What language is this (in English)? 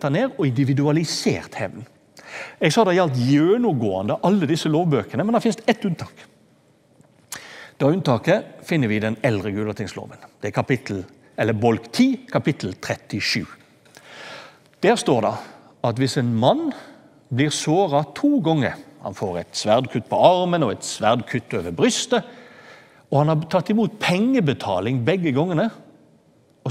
Norwegian